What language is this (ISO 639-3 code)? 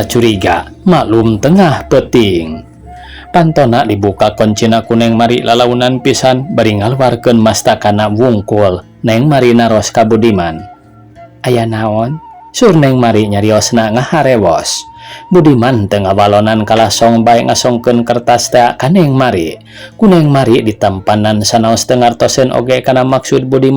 sun